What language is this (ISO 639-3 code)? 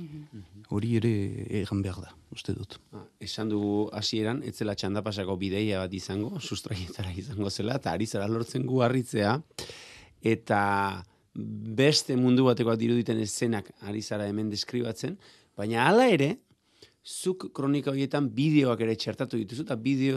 eus